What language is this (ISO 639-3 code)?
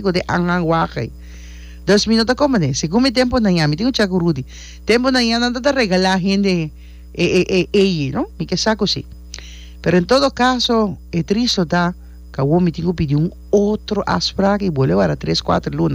pap